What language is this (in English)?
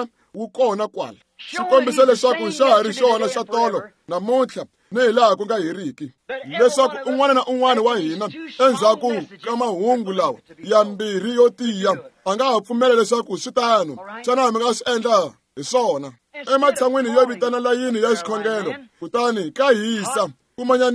Tsonga